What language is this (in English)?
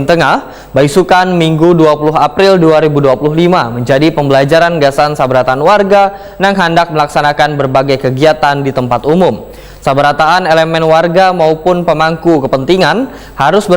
Banjar